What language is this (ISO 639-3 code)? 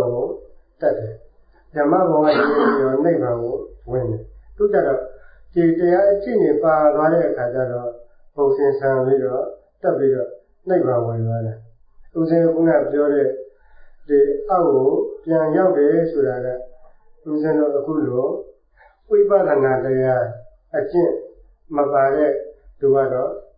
mya